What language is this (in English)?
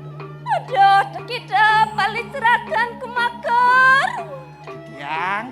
Balinese